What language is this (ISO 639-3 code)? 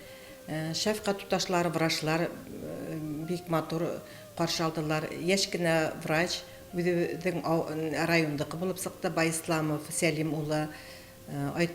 bak